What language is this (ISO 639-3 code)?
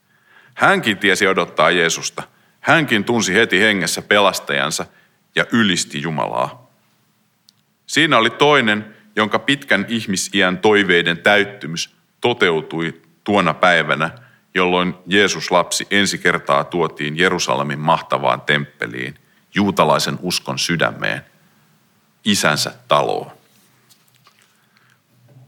fin